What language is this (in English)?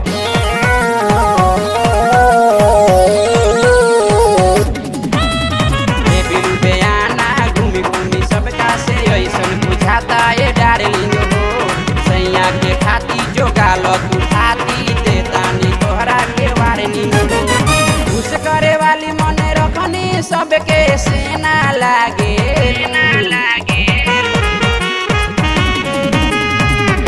Bhojpuri